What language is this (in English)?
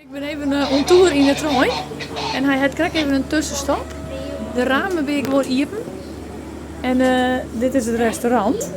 Western Frisian